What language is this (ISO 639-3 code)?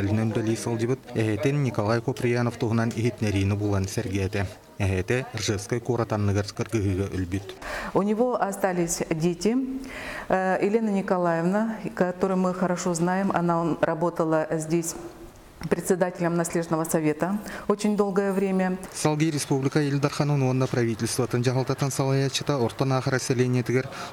sah